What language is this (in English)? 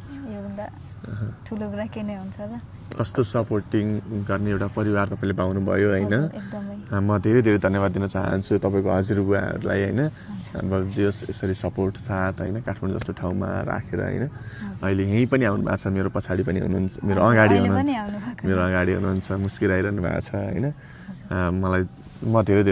Nepali